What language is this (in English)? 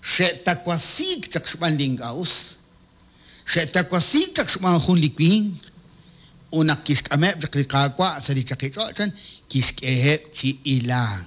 Kekchí